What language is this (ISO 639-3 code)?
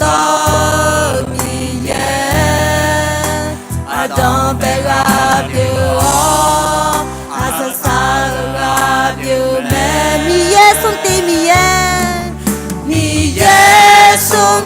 ahk